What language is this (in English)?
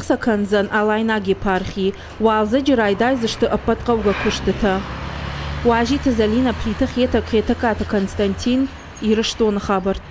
Ossetic